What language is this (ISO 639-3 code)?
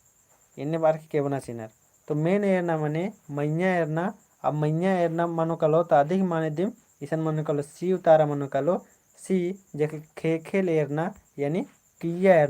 kru